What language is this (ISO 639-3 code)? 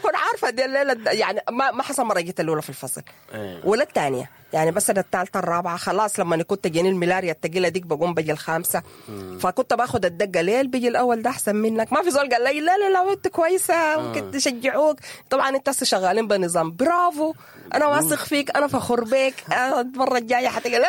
apd